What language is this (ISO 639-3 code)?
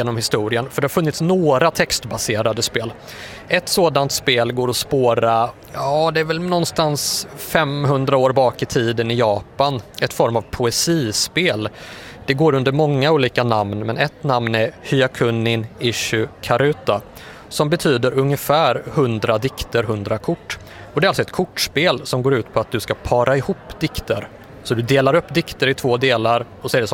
swe